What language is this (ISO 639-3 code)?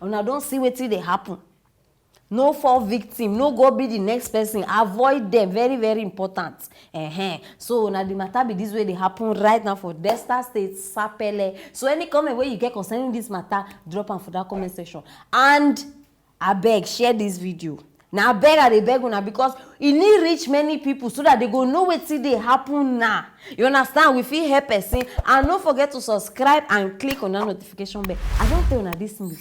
pcm